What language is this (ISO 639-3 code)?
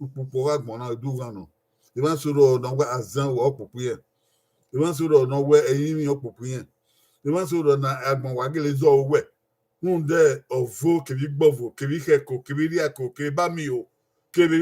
bin